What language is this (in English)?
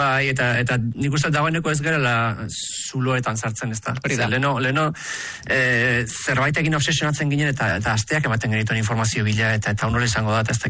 Basque